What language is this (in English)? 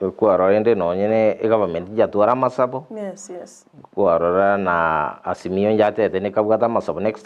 Gusii